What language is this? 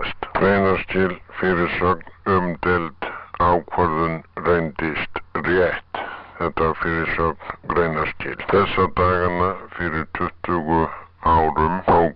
Icelandic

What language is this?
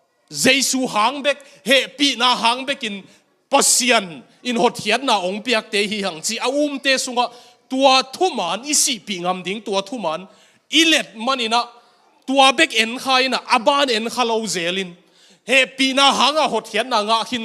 Tedim Chin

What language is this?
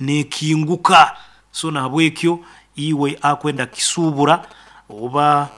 Nyoro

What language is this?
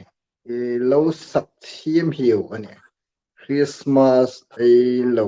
Hmar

